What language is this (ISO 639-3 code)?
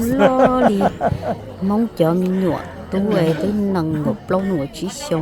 hmn